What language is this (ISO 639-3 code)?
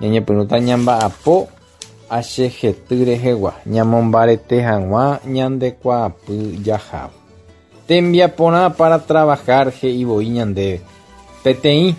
grn